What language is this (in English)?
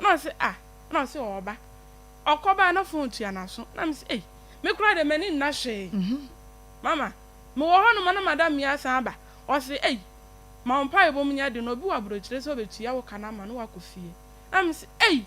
Akan